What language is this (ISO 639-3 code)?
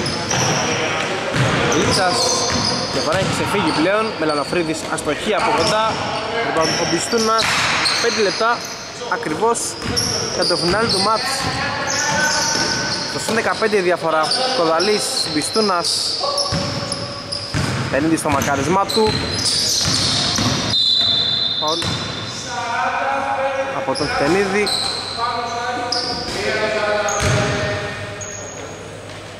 ell